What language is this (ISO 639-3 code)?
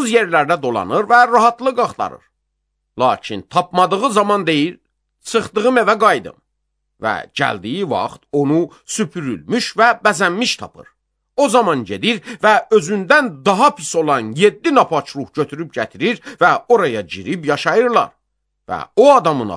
aze